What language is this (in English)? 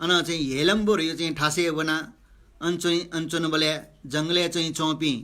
Newari